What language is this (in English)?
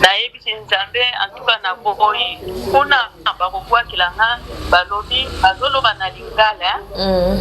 Lingala